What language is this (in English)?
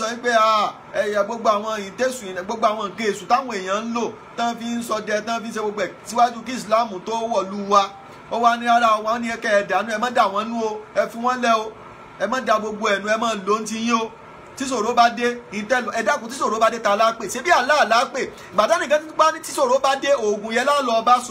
Yoruba